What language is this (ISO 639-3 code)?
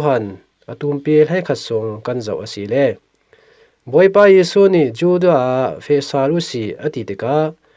cfm